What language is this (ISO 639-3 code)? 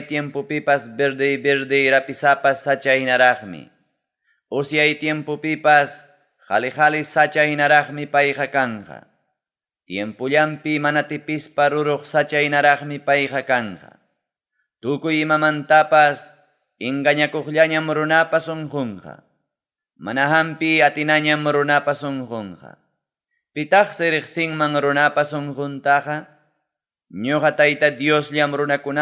quy